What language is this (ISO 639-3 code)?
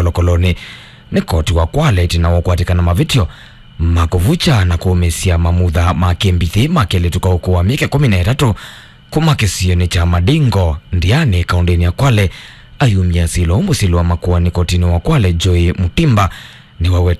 kam